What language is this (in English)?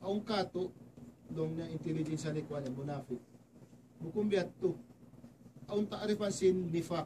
Tausug